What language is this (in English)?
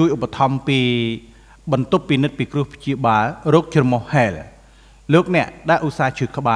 Khmer